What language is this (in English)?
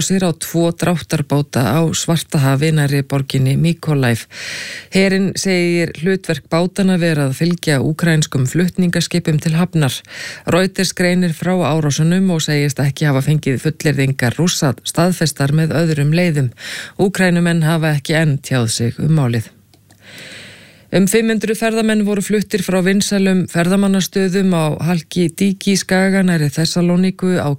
Icelandic